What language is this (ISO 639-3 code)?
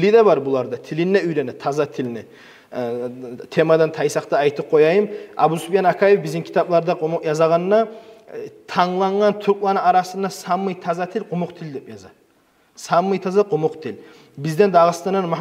kum